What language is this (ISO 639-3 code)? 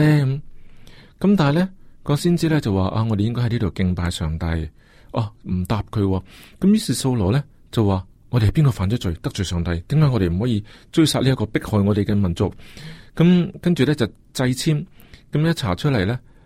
yue